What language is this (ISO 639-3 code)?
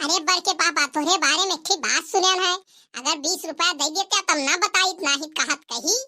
awa